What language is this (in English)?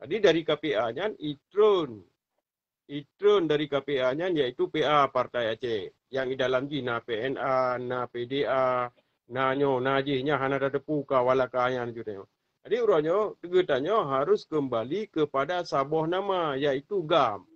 Achinese